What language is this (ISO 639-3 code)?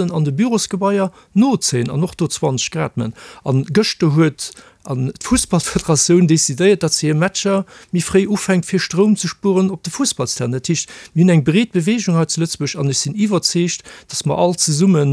ltz